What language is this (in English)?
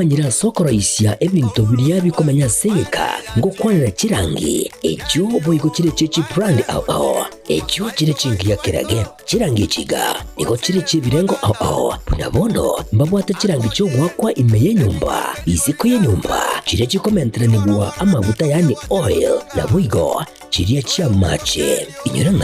Gusii